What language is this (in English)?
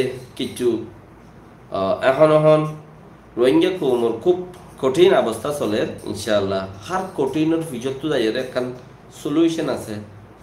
Rohingya